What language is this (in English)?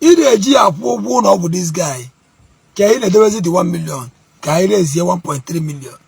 Igbo